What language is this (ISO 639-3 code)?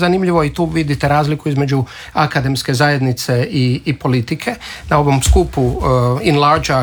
hrv